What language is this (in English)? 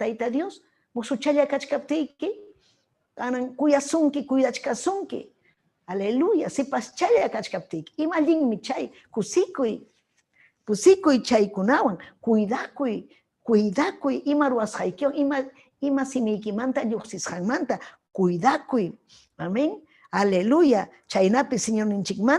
Ayacucho Quechua